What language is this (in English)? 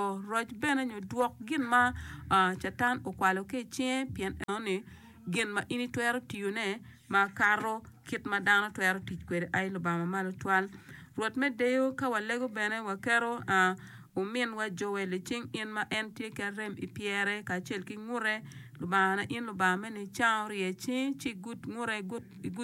Acoli